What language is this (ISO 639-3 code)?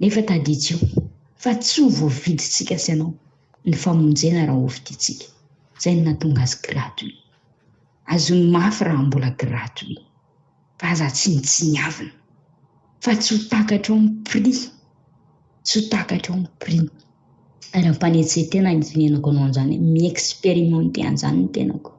mlg